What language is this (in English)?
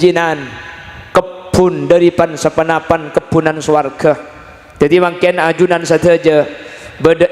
Madurese